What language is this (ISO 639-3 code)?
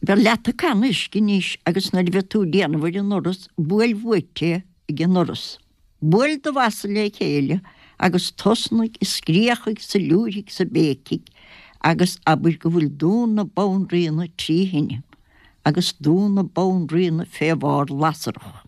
gle